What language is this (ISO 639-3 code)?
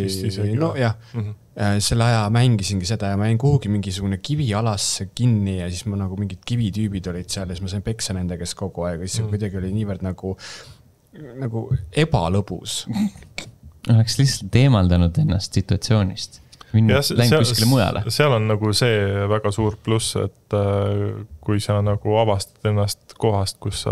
est